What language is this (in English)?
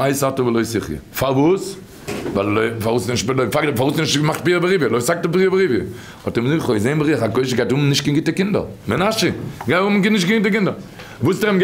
Yiddish